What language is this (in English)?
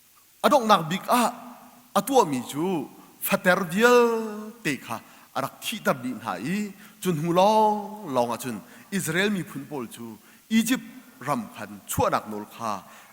Hakha Chin